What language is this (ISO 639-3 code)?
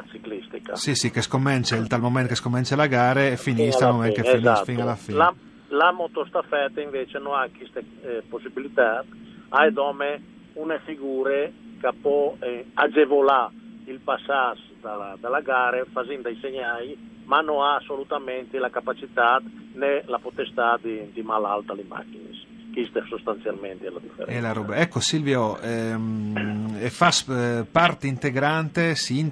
fur